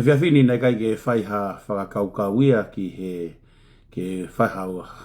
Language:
Tongan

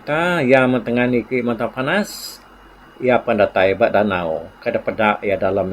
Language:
Iban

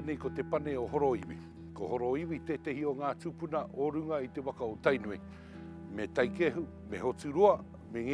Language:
Māori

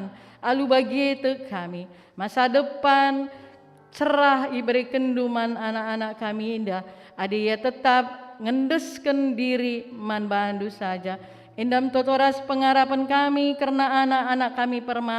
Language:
Batak Karo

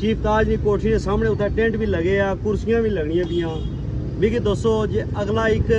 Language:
Pahari-Potwari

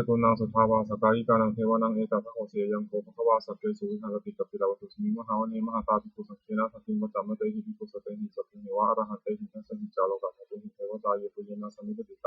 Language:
Pali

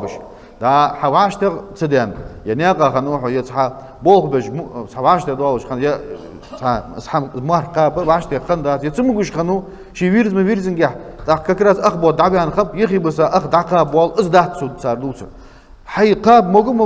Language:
Ingush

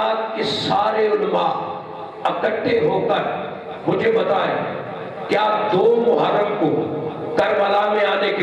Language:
Urdu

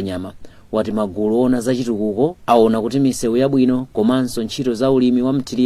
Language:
Nyanja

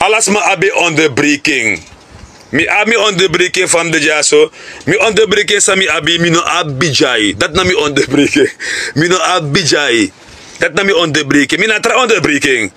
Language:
Sranan Tongo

